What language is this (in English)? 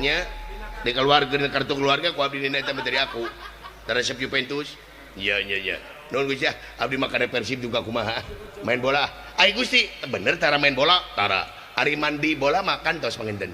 Sundanese